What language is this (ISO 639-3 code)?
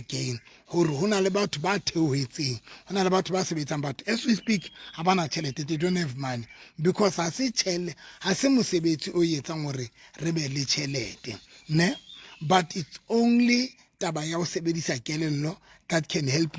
sot